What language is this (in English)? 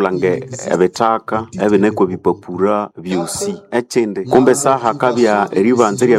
Nande